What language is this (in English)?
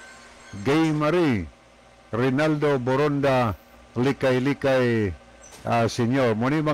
Cebuano